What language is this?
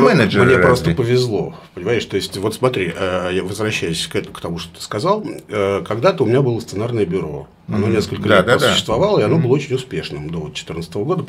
Russian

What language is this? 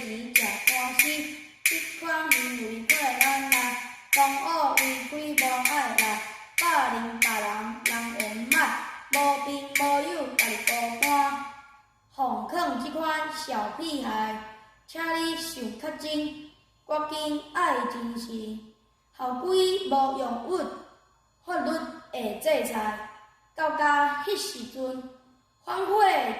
Min Nan Chinese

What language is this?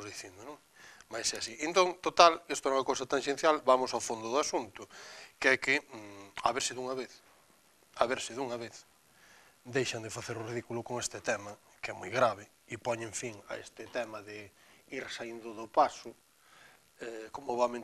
Galician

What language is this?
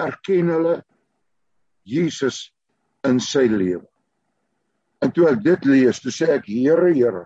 Afrikaans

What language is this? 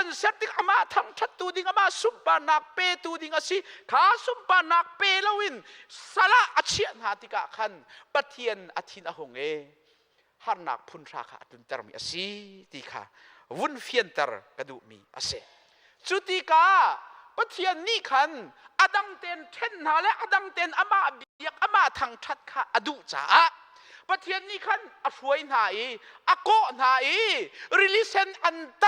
Hakha Chin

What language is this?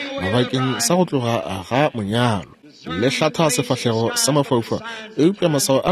Northern Sotho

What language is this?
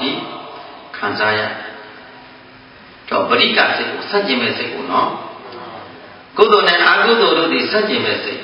Burmese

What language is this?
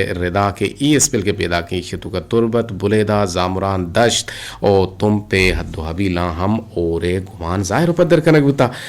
Eastern Balochi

